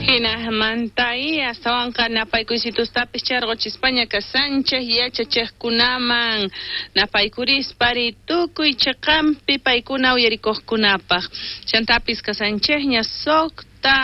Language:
South Bolivian Quechua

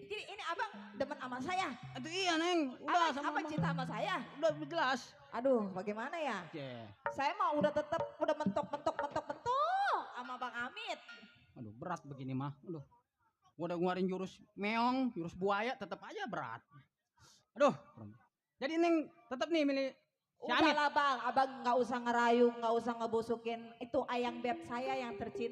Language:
Betawi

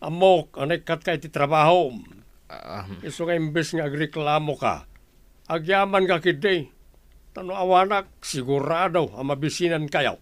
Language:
Iloko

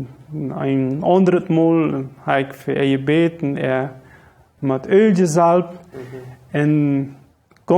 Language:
Plautdietsch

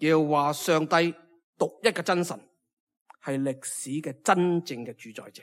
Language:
Cantonese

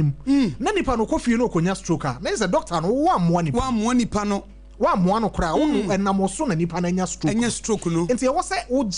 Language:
Akan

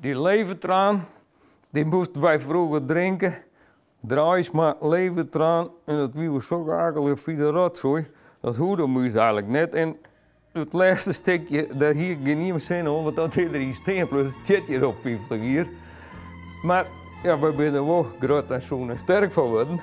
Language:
Western Frisian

